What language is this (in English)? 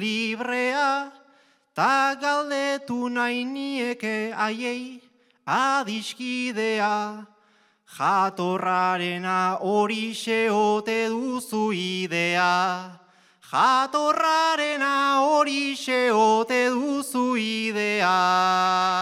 Basque